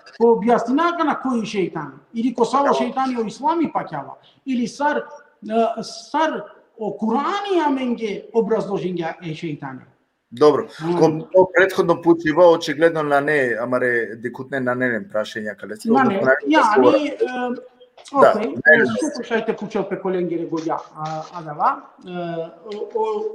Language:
Balkan Romani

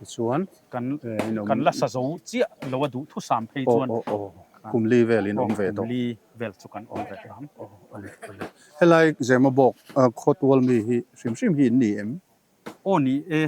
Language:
Mizo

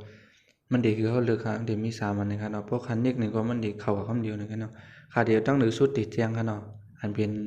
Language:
Shan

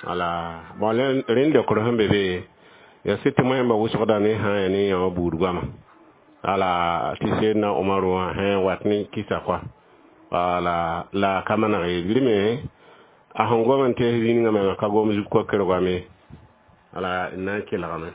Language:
Mossi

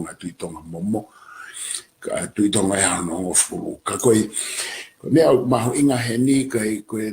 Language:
Tongan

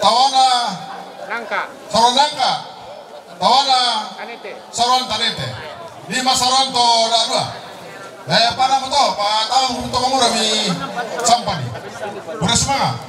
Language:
Toraja-Sa'dan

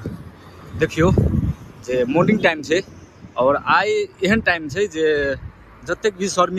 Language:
Maithili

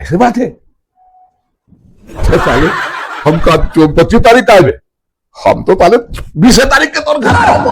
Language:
Chhattisgarhi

